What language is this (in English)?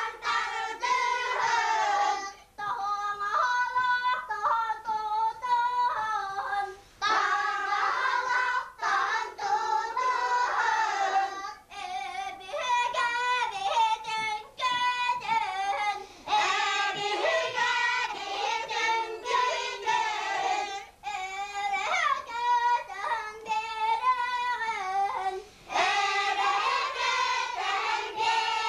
Yakut